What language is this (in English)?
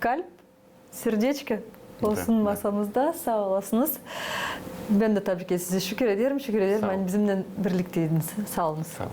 Gagauz